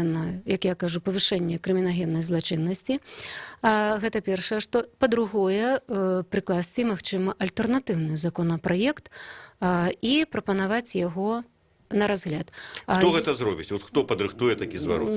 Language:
Belarusian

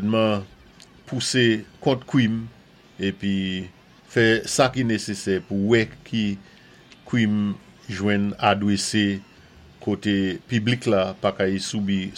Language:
Saint Lucian Creole French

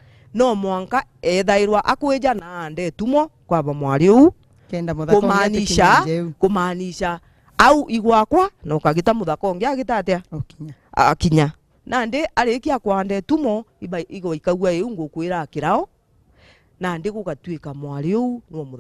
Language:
Meru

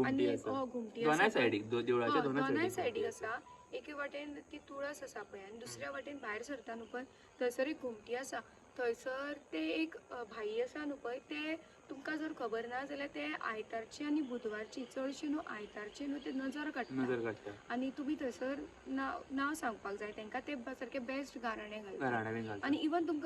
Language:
Konkani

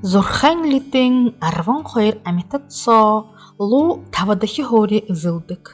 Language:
Buriat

